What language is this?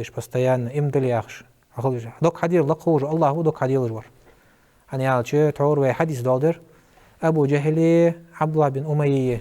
Ingush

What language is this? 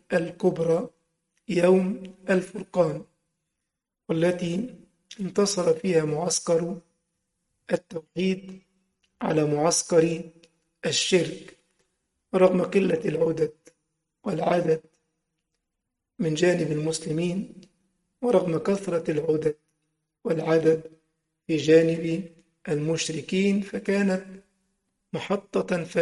Arabic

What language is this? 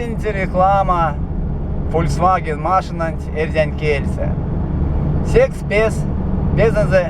Erzya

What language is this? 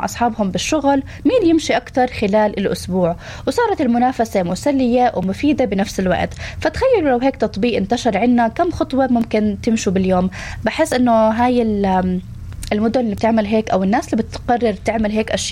North Levantine Arabic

